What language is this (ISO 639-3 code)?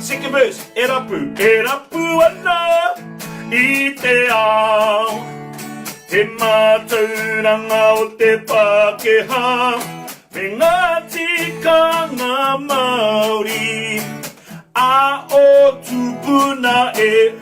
mri